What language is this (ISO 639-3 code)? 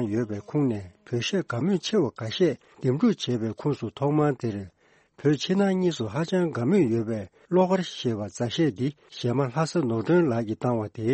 bod